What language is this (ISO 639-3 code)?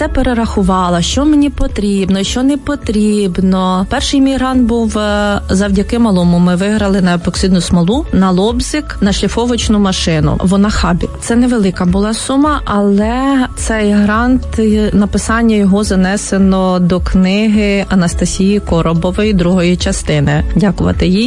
ukr